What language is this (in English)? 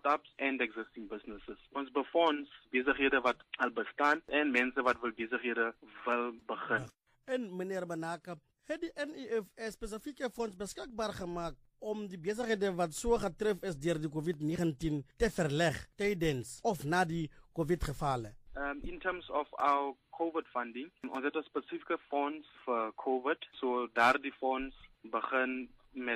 Afrikaans